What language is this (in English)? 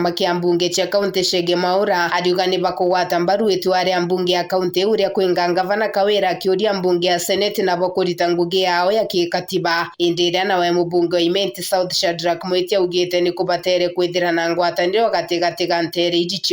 Meru